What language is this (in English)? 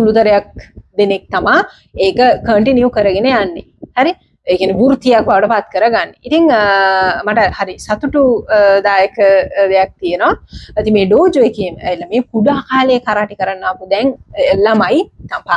Sinhala